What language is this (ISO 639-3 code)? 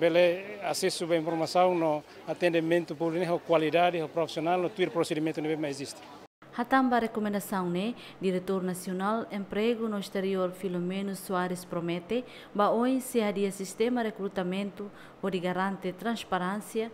tet